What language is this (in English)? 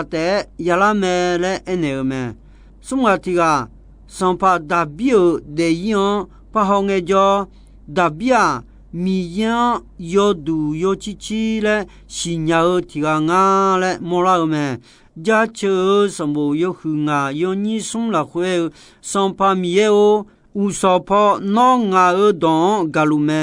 Akha